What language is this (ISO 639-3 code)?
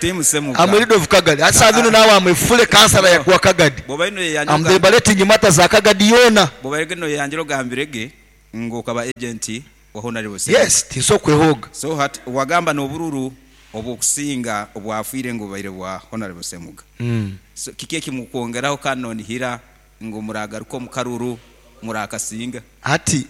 nyo